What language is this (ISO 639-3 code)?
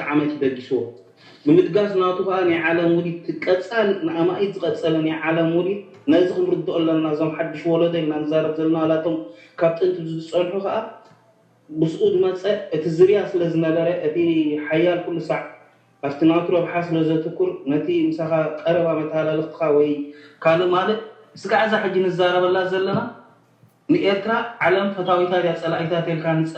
tir